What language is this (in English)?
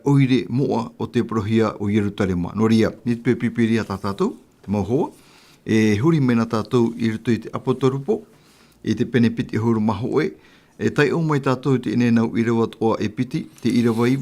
Tahitian